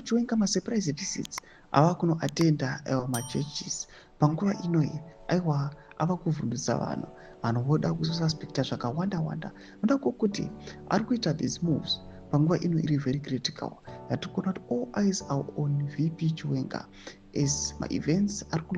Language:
Shona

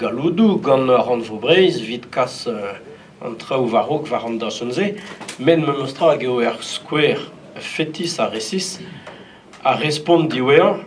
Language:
Breton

